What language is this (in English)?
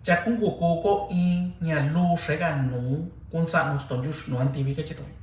Mixtepec Mixtec